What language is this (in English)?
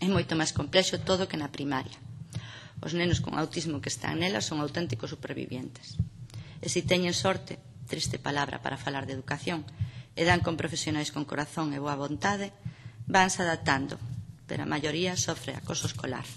Galician